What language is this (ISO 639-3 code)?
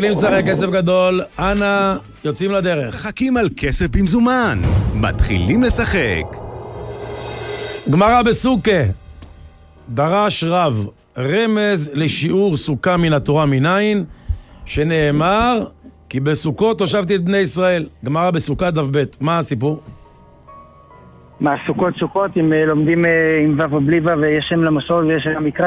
heb